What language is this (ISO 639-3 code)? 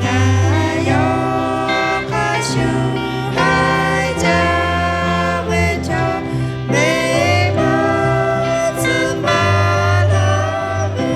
lhu